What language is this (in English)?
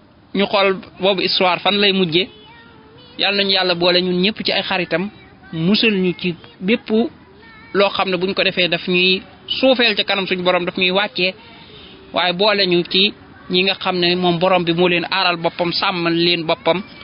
Wolof